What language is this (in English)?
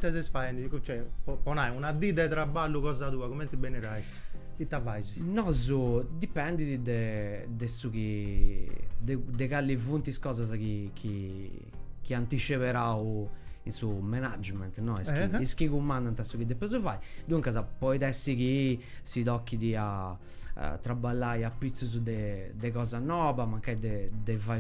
Sardinian